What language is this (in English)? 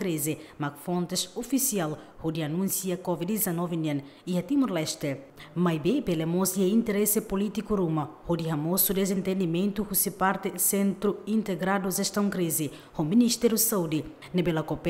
Tetum